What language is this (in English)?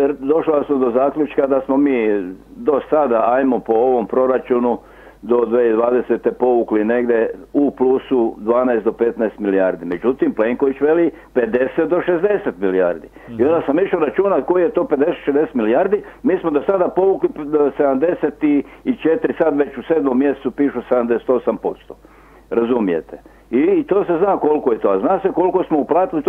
Croatian